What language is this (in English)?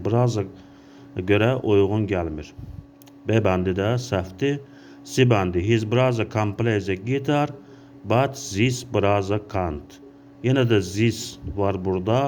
Azerbaijani